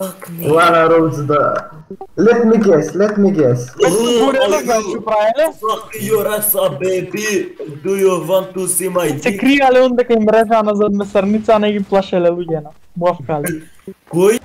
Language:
Macedonian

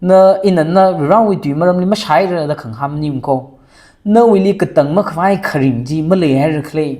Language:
Tangkhul Naga (India)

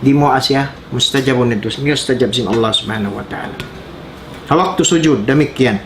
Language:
Tausug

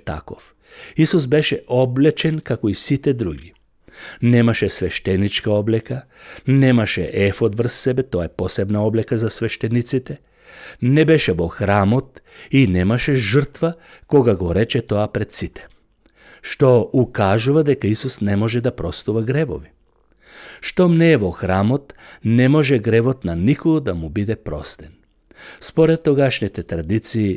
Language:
Macedonian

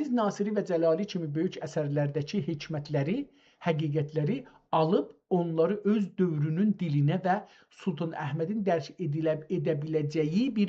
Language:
South Azerbaijani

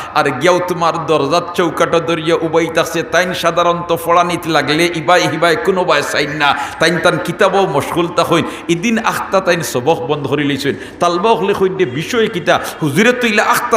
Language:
Sylheti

